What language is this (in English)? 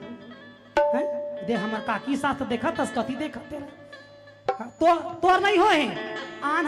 Chhattisgarhi